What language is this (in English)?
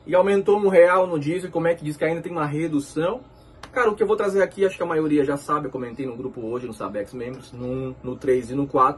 Portuguese